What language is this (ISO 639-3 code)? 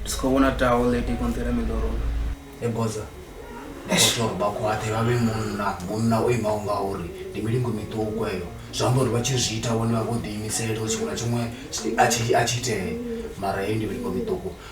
ven